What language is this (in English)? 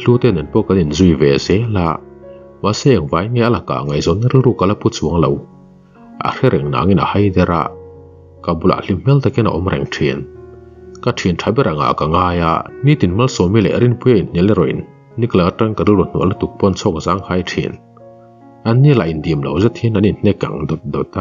Mizo